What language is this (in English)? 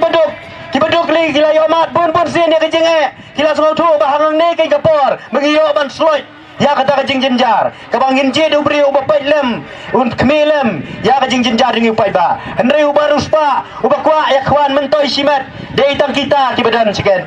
Khasi